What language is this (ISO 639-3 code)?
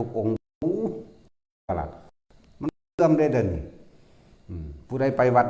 tts